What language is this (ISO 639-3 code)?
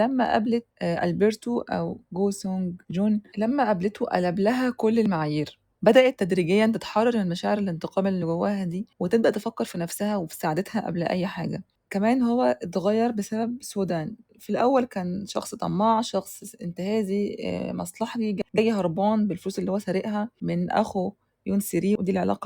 arz